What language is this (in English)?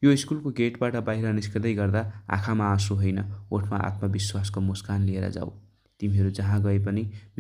Nepali